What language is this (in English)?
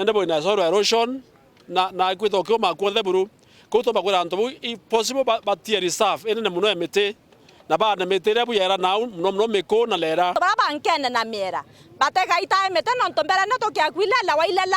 Meru